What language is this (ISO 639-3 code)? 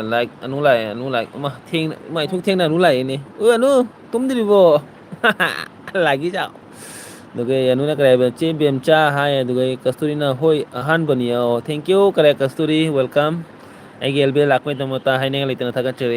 mni